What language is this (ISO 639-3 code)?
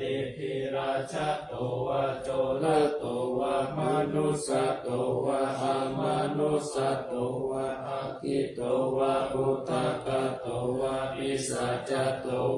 pli